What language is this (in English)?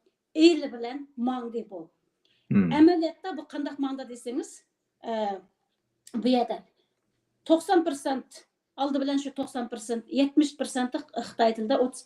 Uyghur